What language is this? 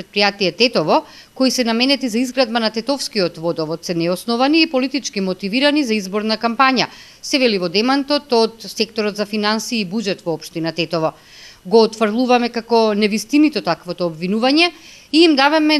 Macedonian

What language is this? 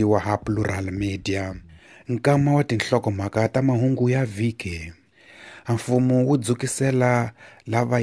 Tsonga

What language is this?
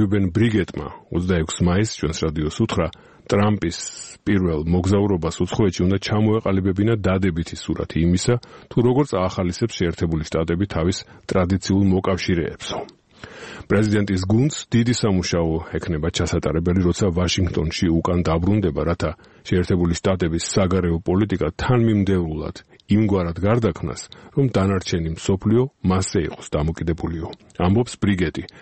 Georgian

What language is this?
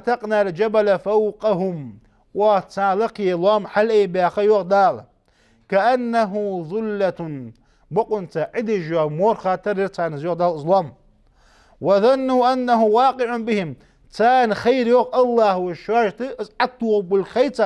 Ingush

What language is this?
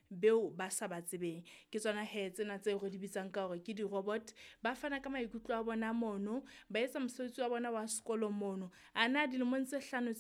Southern Sotho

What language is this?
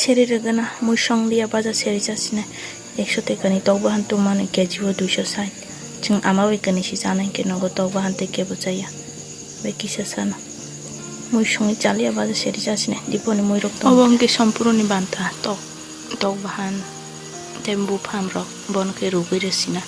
Kok Borok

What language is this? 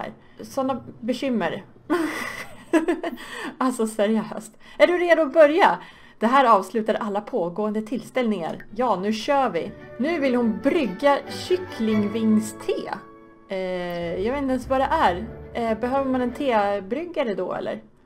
Swedish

